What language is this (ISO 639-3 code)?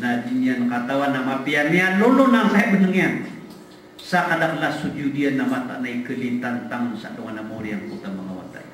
mrw